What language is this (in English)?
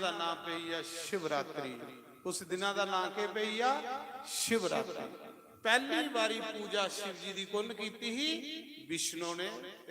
Dogri